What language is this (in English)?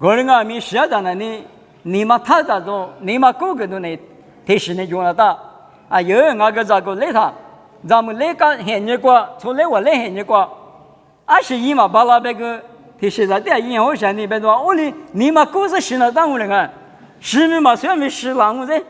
Lisu